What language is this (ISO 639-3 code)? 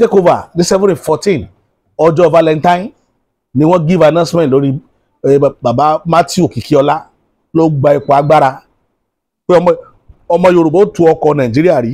yor